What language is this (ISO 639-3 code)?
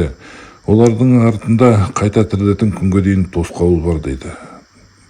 kaz